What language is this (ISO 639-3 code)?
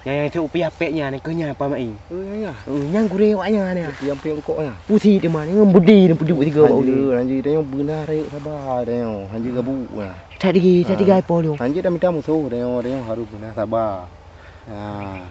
ace